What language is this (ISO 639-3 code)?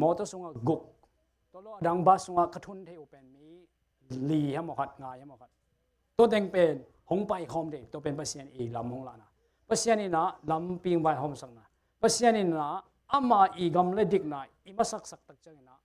ctd